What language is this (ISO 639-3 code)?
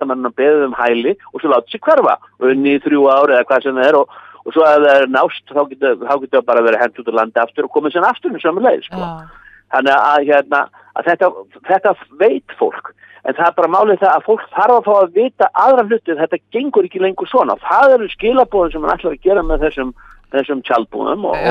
isl